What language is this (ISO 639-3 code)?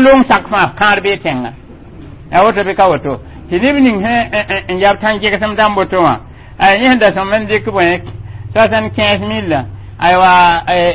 mos